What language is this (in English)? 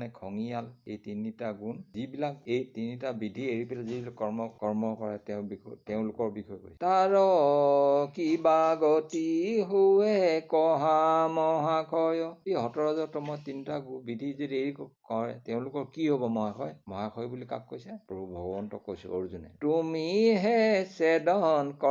Assamese